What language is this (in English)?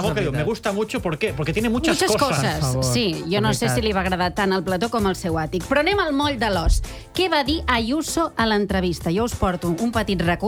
Catalan